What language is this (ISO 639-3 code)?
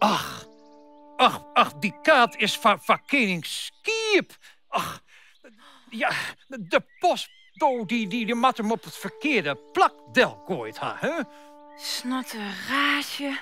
fry